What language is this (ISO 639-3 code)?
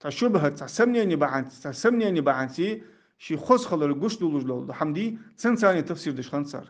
inh